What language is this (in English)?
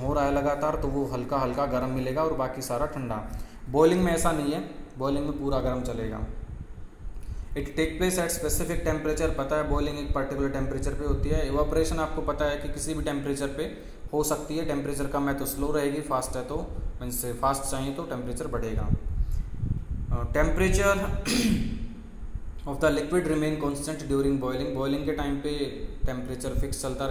Hindi